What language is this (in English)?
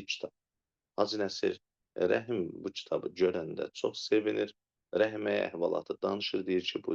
Azerbaijani